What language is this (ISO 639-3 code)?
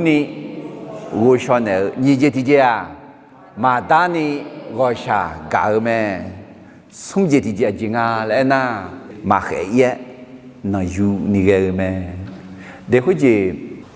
ahk